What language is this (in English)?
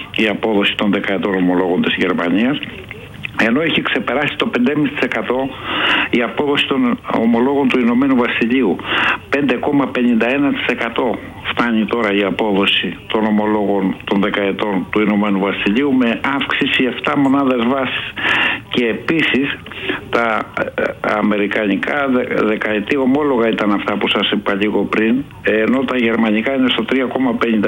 Greek